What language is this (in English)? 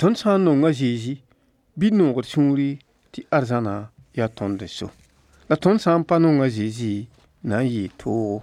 Mossi